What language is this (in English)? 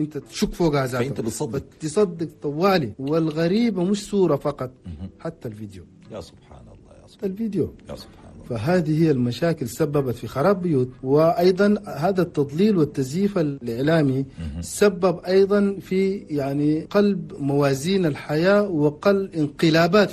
Chadian Arabic